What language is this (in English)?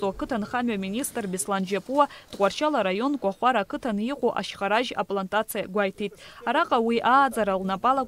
Abkhazian